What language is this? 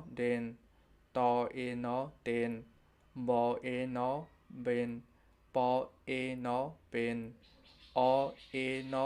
Shan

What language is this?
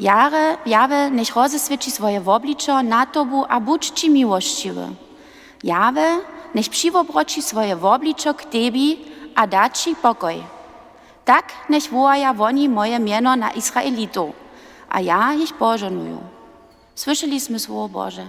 Upper Sorbian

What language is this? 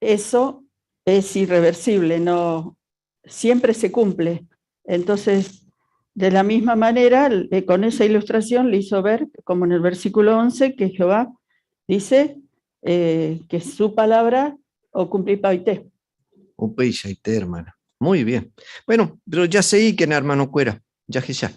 Guarani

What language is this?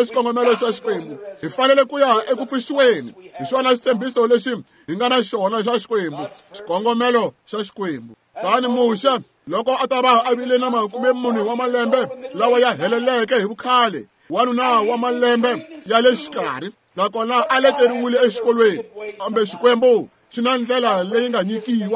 Tsonga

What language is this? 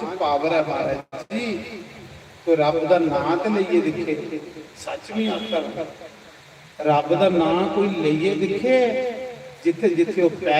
Dogri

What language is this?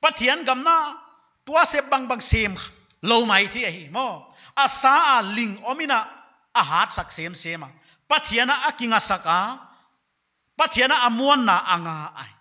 Paite Chin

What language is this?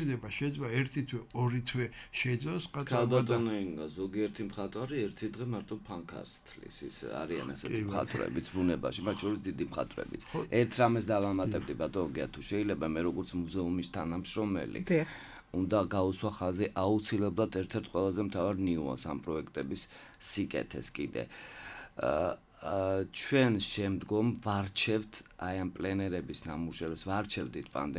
Georgian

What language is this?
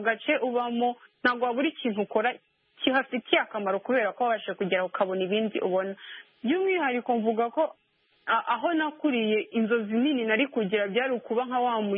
Kinyarwanda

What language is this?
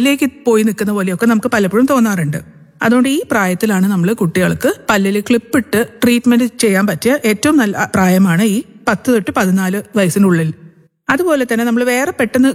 Malayalam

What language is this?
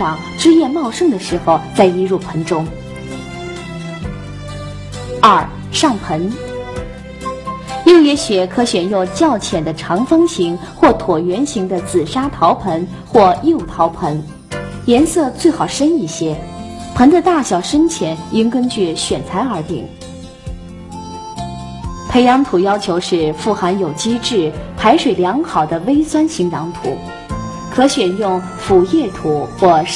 Chinese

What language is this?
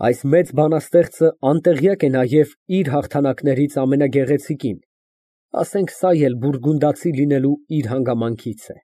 Armenian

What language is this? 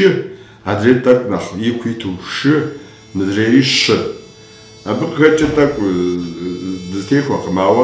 Kabardian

